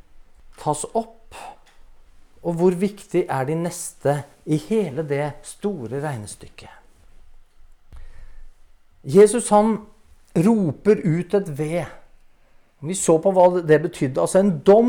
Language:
Norwegian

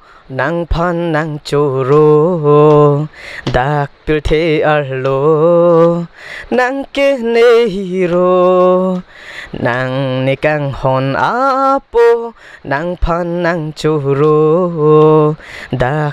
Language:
Karbi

